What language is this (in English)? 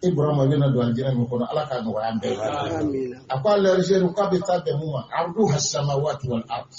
Bambara